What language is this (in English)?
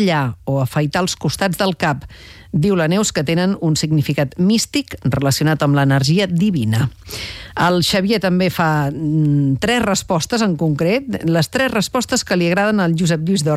Catalan